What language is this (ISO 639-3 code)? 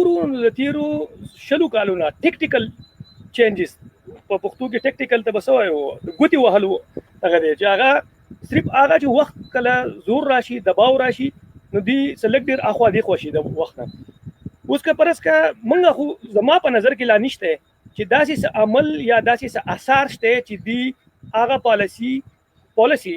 pus